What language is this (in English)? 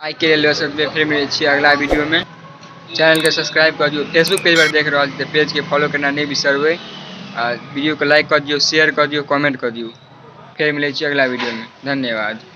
Maithili